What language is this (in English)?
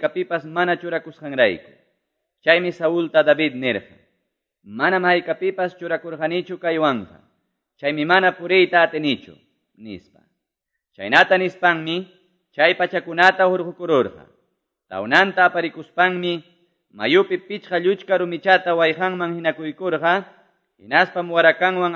Quechua